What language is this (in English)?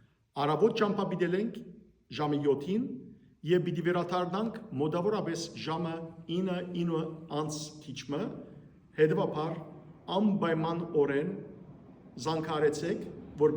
Western Armenian